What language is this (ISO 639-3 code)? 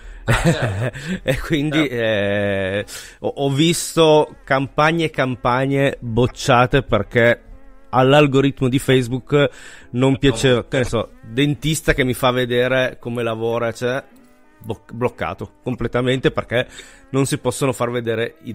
ita